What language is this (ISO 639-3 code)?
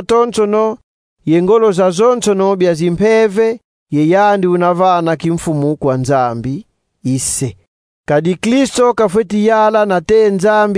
kon